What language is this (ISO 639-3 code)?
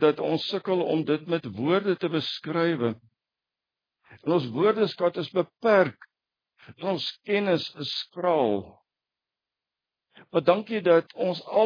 afr